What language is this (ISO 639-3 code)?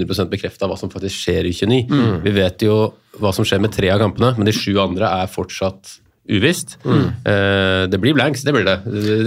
nor